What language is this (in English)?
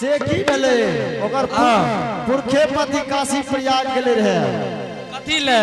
Angika